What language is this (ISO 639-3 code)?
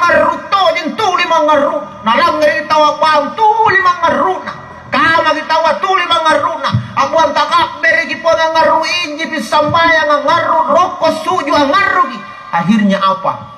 mak